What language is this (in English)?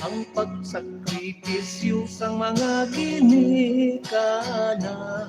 Hiligaynon